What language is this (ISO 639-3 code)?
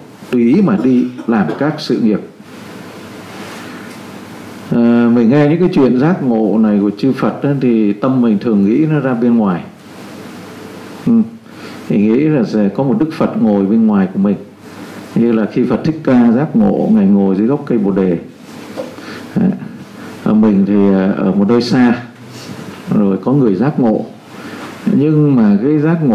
vie